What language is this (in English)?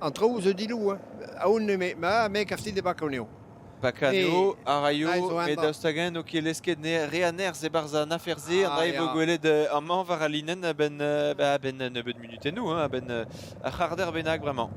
Breton